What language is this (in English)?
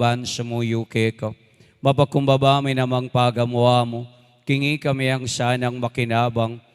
Pampanga